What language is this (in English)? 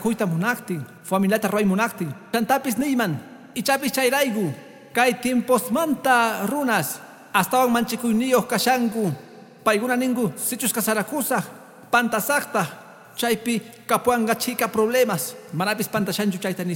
Quechua